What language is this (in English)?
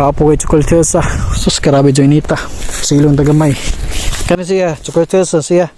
Cebuano